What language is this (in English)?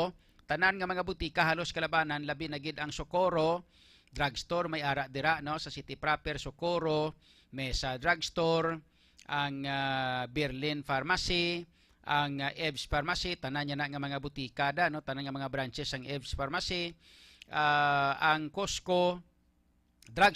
Hiligaynon